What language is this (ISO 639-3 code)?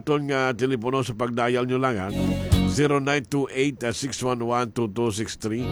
hil